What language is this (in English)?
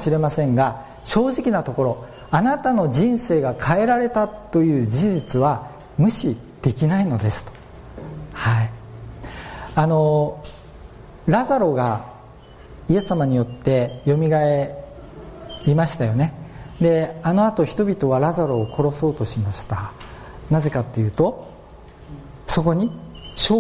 Japanese